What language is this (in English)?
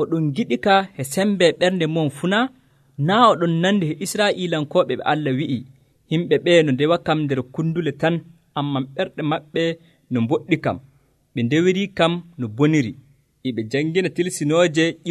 Nigerian Fulfulde